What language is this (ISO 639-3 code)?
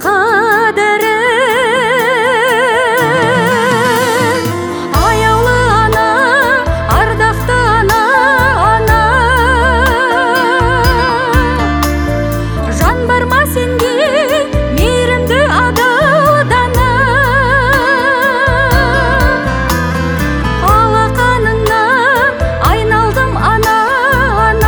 kaz